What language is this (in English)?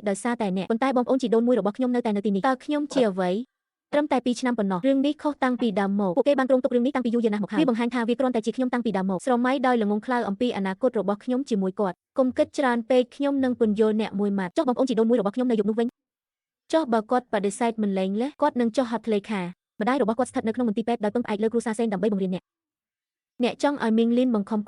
Khmer